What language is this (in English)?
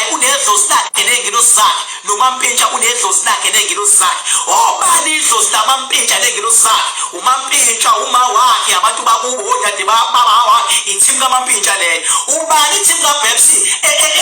Zulu